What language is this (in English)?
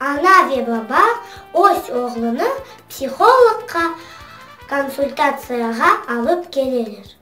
Crimean Tatar